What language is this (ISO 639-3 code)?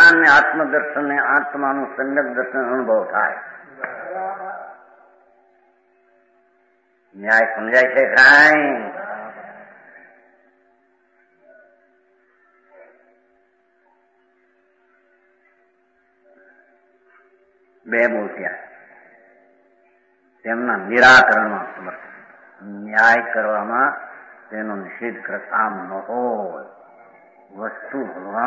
guj